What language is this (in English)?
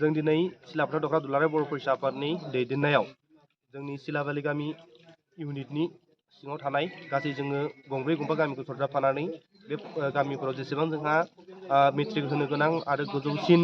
Bodo